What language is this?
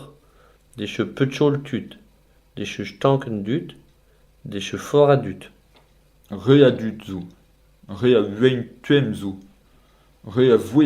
Breton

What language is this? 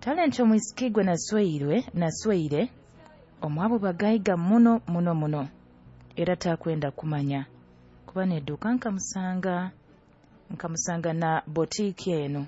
Nyoro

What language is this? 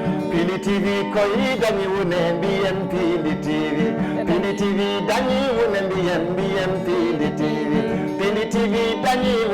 Fula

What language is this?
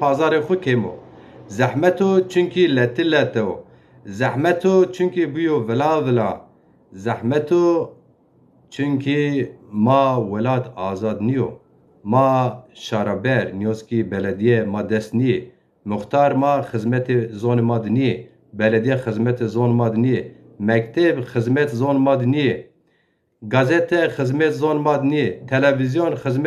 Zaza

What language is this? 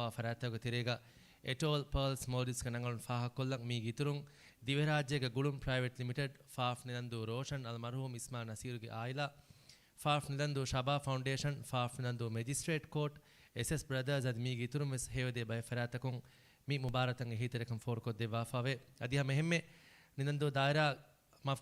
Divehi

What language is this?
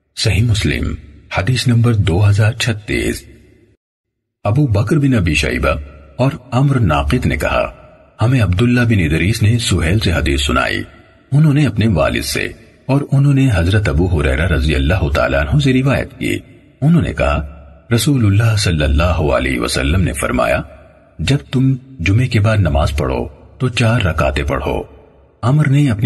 Urdu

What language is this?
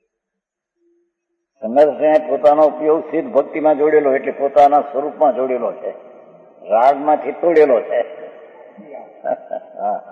Gujarati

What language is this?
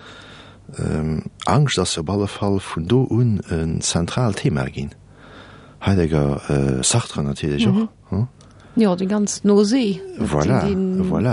Luxembourgish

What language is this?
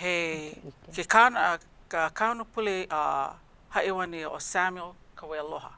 Hawaiian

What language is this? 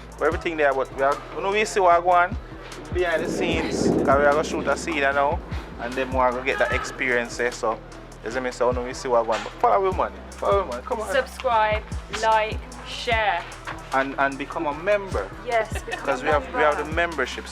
Jamaican Creole English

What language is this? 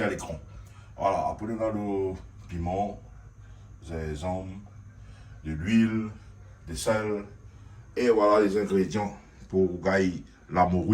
Réunion Creole French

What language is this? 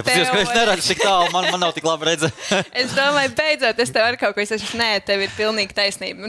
Latvian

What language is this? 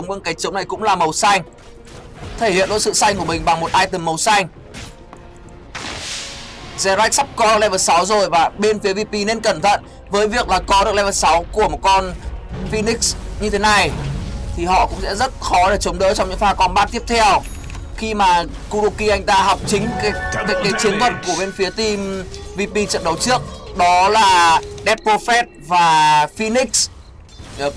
Vietnamese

